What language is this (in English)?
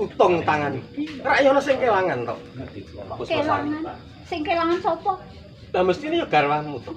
Javanese